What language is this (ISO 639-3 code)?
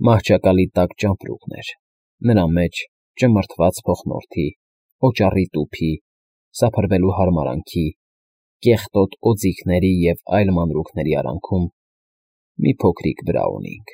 hye